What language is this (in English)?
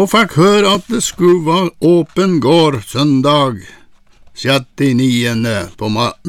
Norwegian